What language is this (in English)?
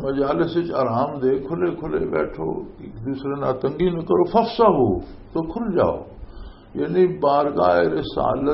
Western Panjabi